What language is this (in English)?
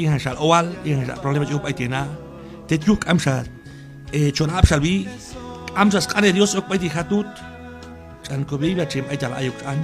Q'anjob'al